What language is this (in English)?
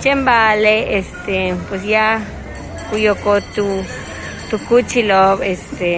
Yucateco